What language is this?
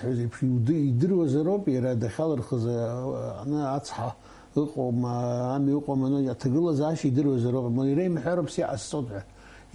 Abkhazian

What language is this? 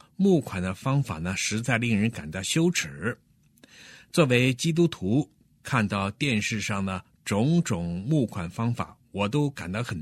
Chinese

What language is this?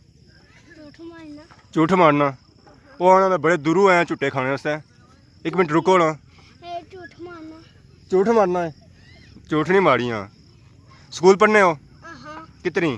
Pahari-Potwari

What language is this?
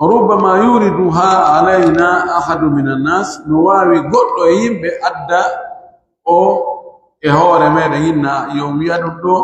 Pular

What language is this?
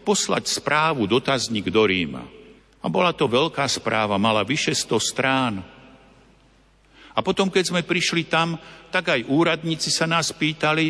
Slovak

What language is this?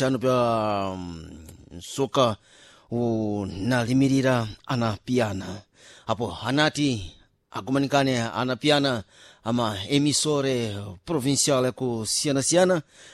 Sena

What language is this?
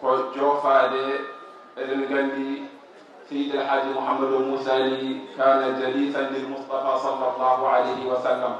Fula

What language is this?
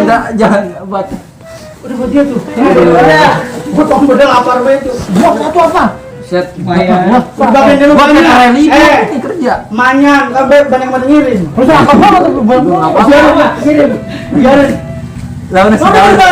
Betawi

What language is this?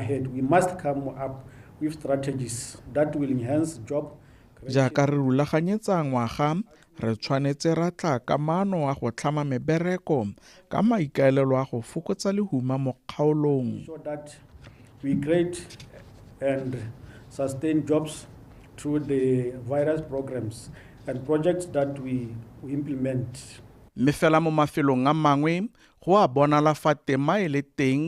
Tswana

